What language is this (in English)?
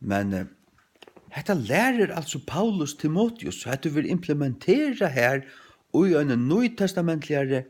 Faroese